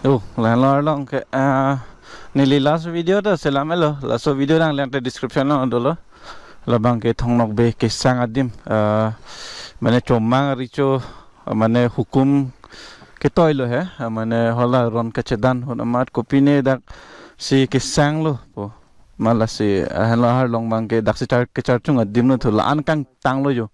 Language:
Karbi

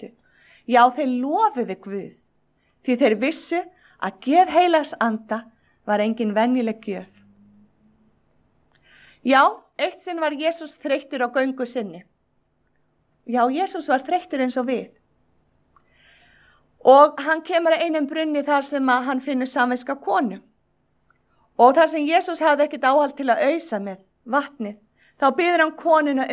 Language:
Icelandic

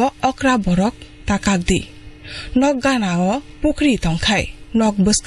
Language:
Kok Borok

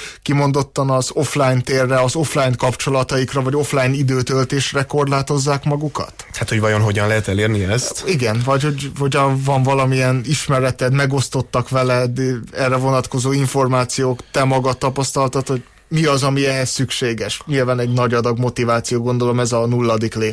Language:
Hungarian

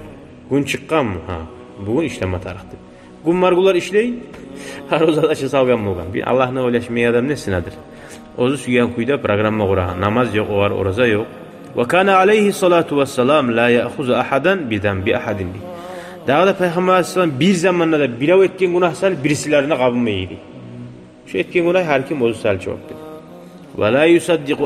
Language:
Kumyk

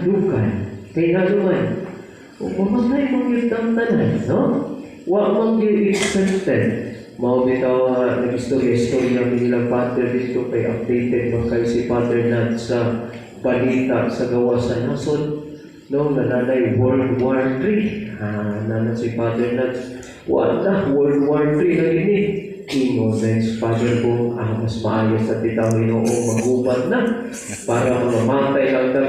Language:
Cebuano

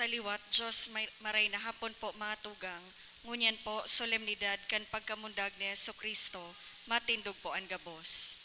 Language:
Bikol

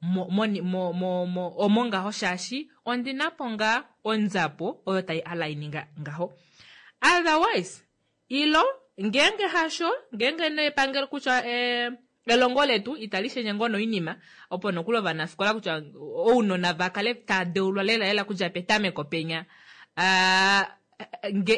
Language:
Kuanyama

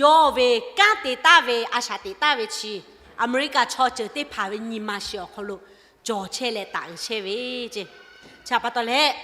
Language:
Lahu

